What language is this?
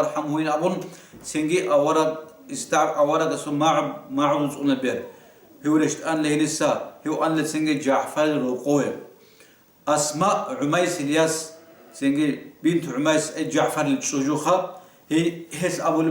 Avaric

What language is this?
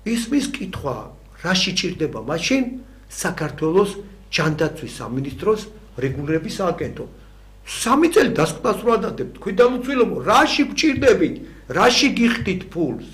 Georgian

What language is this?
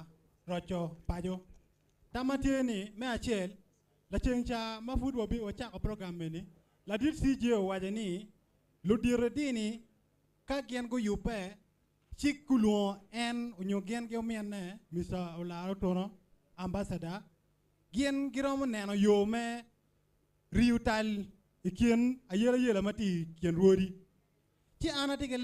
Acoli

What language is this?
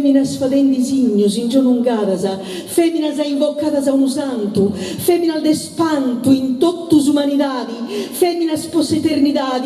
Sardinian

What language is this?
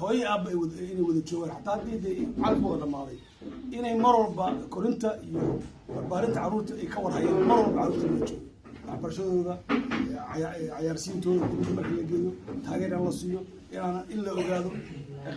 Somali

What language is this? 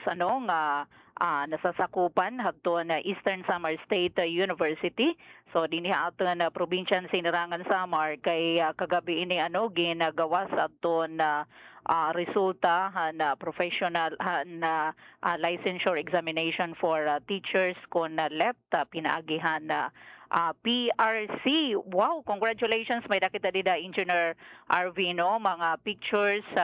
Waray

